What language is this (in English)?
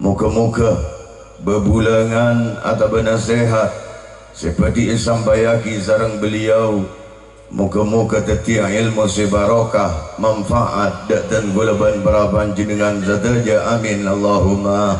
Madurese